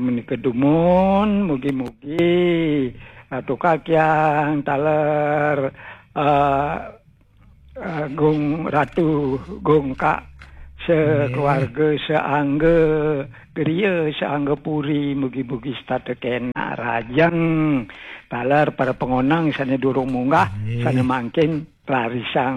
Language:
Balinese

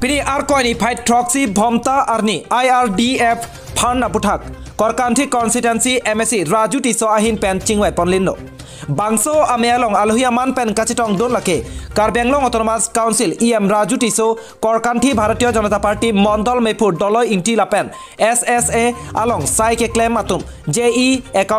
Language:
Karbi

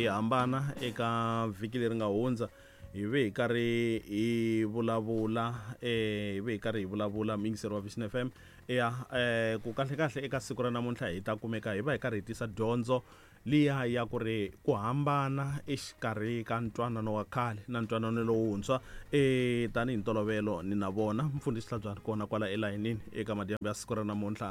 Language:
Tsonga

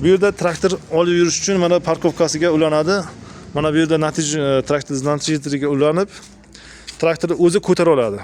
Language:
Uzbek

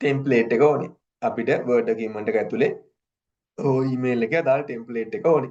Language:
Sinhala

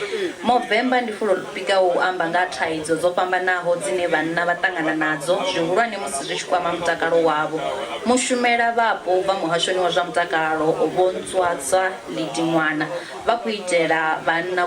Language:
Venda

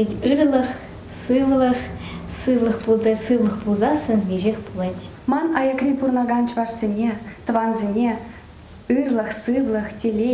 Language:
Chuvash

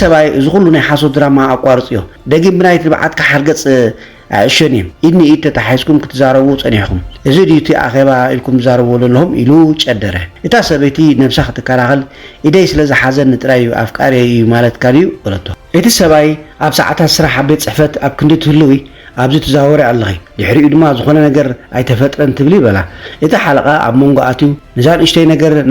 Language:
Tigrinya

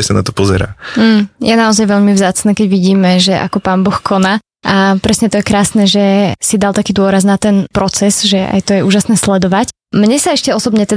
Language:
Slovak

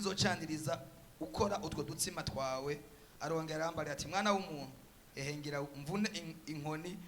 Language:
Rundi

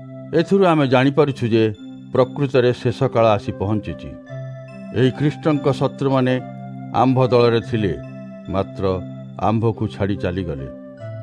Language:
Odia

